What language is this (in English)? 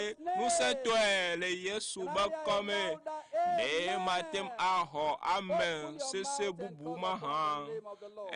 Ewe